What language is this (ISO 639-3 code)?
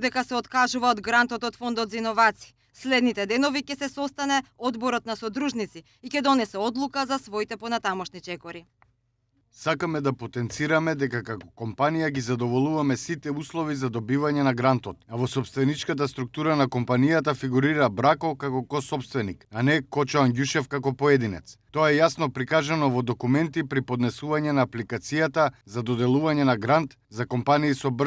mkd